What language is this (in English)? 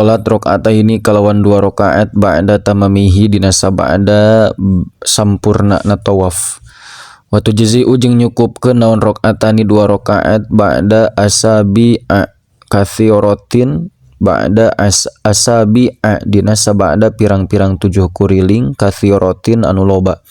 Sundanese